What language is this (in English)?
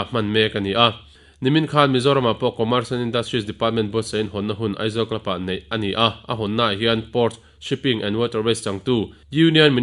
Mizo